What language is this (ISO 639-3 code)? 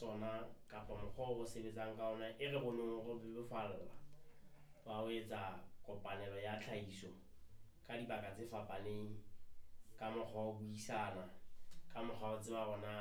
sot